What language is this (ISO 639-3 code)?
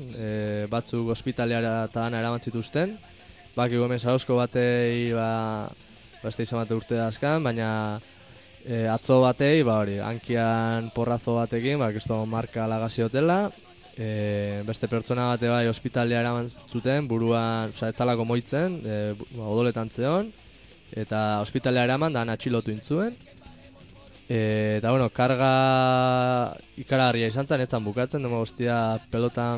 eus